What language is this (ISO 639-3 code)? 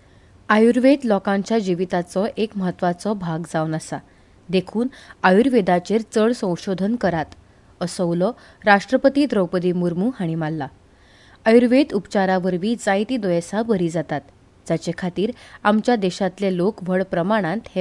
kok